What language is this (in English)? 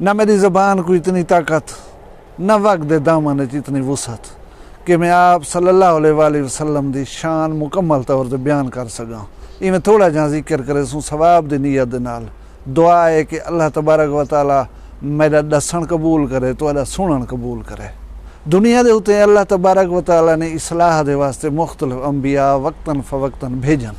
Saraiki